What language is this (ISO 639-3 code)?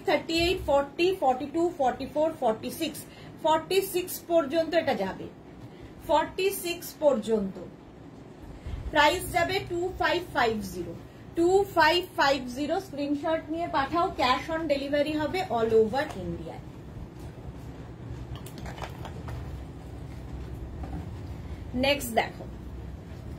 ben